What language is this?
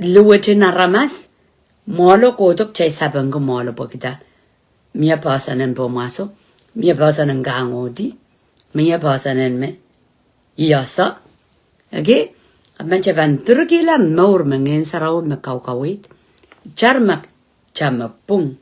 Pohnpeian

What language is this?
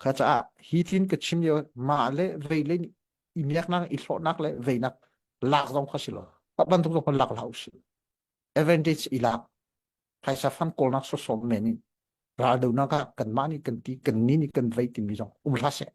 Hakha Chin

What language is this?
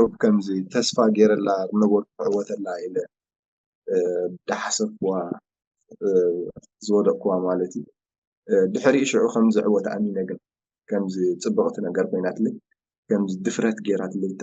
Tigrinya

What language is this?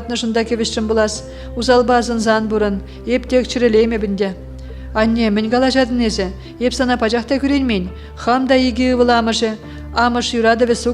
Chuvash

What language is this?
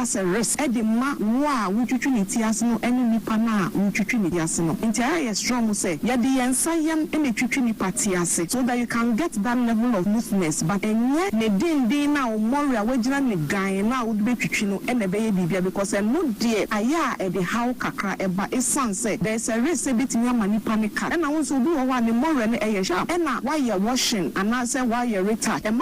Akan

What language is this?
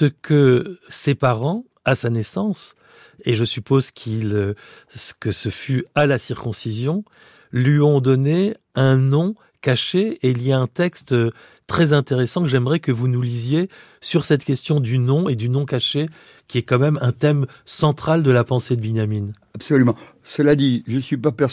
French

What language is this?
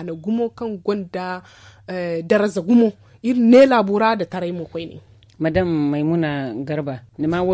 Zarma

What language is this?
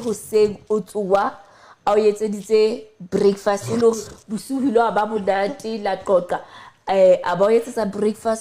Southern Sotho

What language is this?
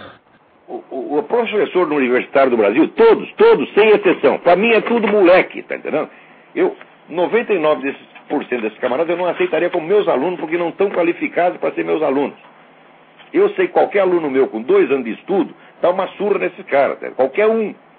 Portuguese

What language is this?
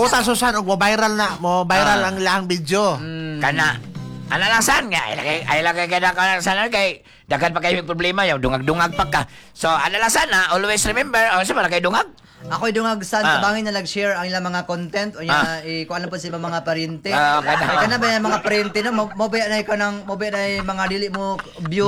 Cebuano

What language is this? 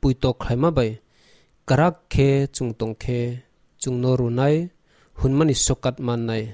Kok Borok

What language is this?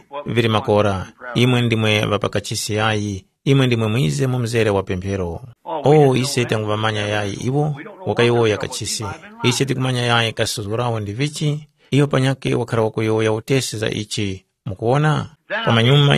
Tumbuka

